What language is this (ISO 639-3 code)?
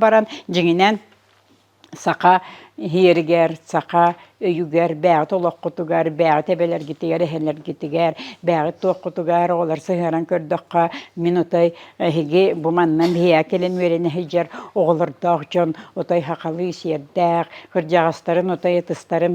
sah